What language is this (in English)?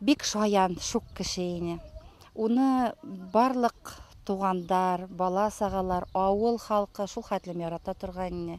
Bashkir